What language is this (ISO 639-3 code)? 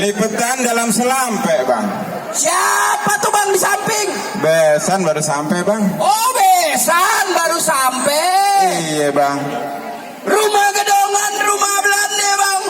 bew